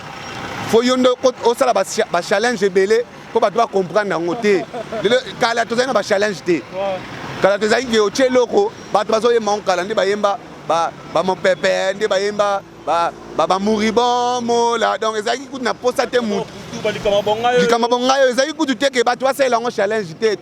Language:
Lingala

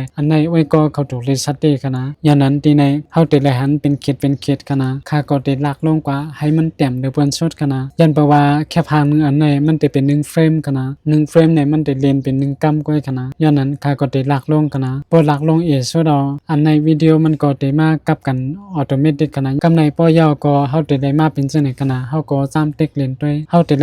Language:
Shan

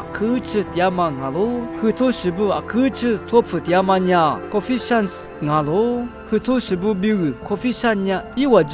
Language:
Lisu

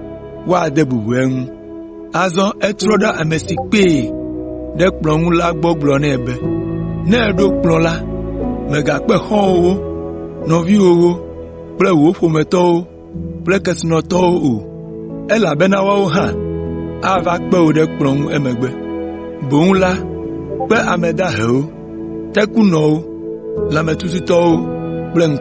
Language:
Ewe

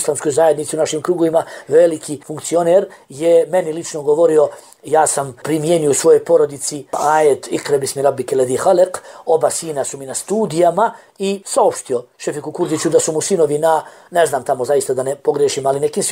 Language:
Bosnian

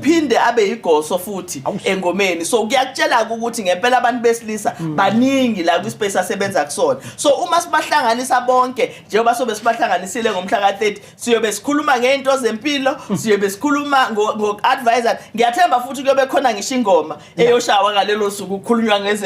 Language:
Zulu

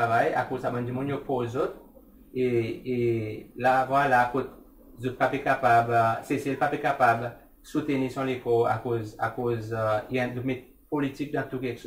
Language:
Seselwa Creole French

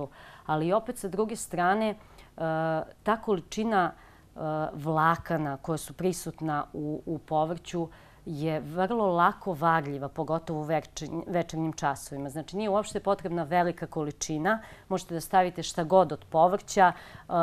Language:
Serbian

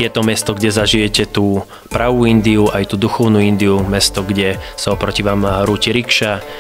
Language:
Slovak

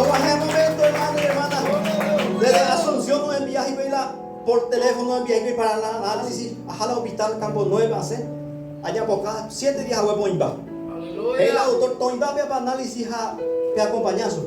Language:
Guarani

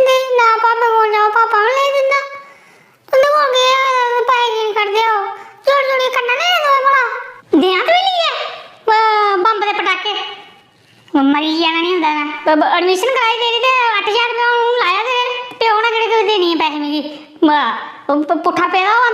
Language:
Dogri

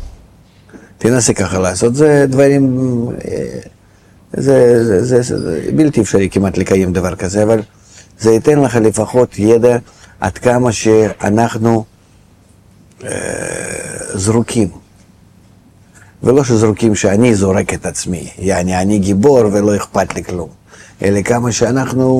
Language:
Hebrew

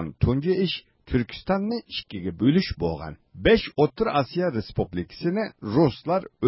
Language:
Uyghur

